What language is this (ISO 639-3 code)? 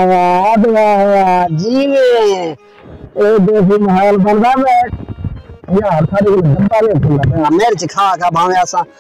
skr